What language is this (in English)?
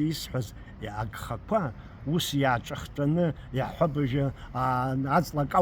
Abkhazian